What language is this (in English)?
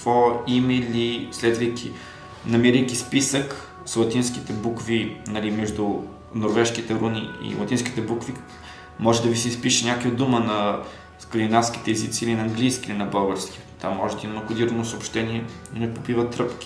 Bulgarian